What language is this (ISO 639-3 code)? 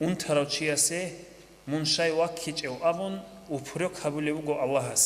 ava